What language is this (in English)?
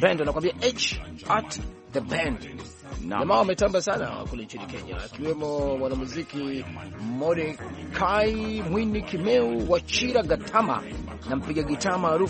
Swahili